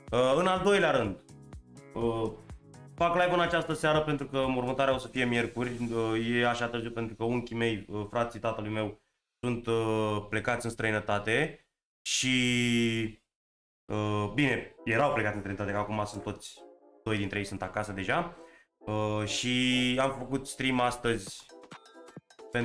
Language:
Romanian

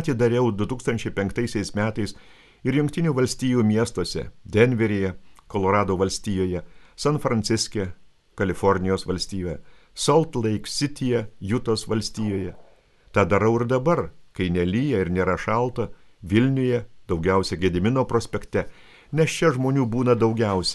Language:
Lithuanian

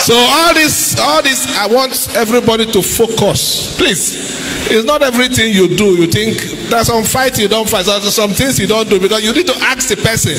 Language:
Yoruba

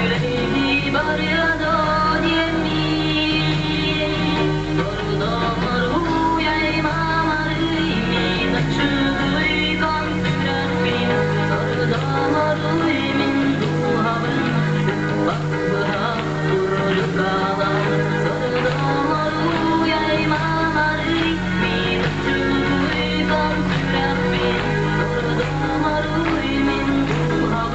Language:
Yakut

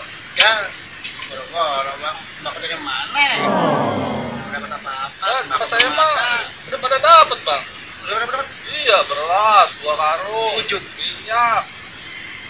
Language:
Betawi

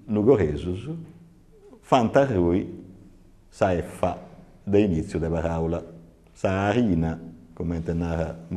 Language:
Sardinian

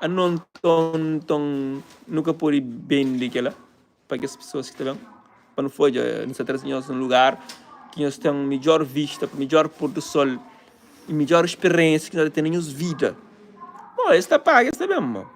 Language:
Kabuverdianu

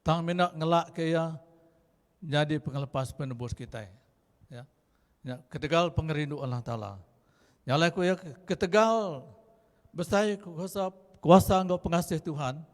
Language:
Iban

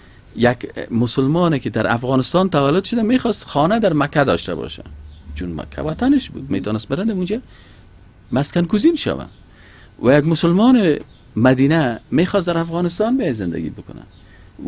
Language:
Persian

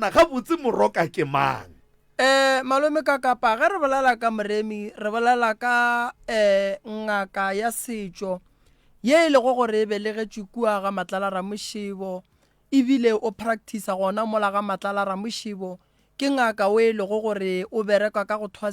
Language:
Northern Sotho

